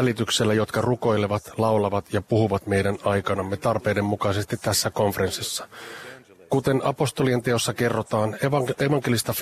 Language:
Finnish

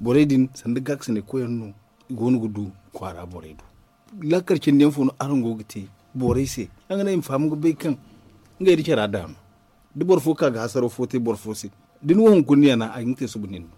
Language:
Zarma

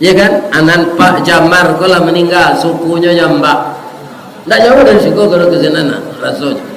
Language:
Minangkabau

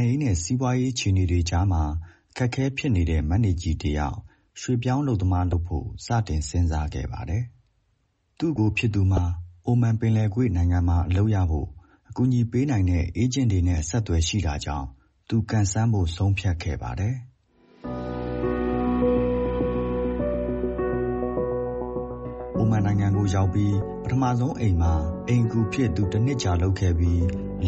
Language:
Burmese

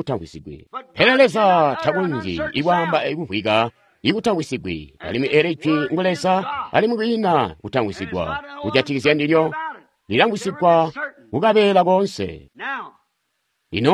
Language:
Tonga (Zambia)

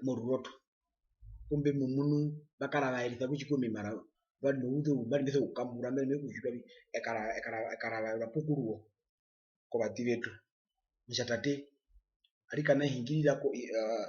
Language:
Herero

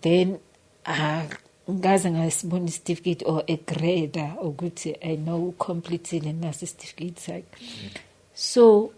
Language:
Zulu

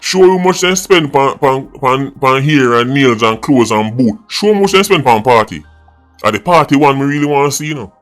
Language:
Jamaican Creole English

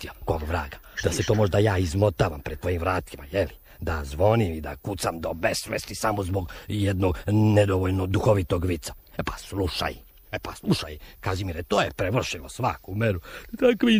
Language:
Serbian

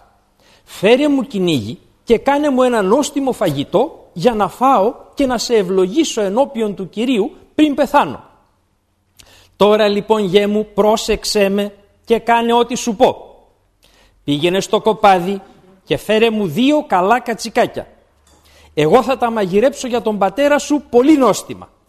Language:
Greek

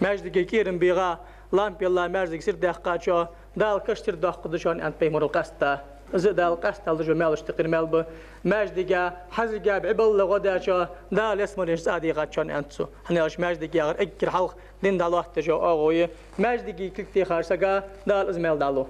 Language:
Ingush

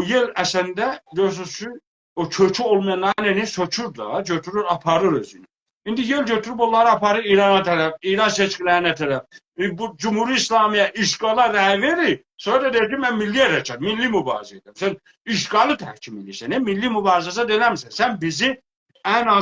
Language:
South Azerbaijani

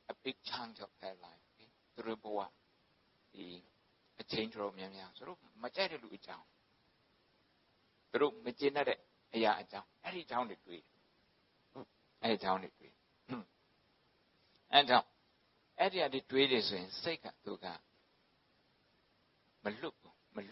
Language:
Burmese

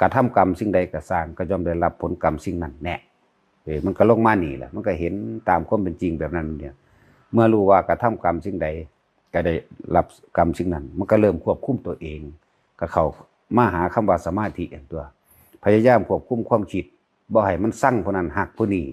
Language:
Northeastern Thai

